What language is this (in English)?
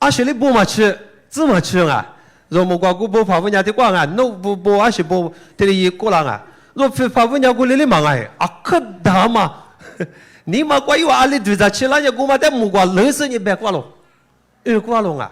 Lisu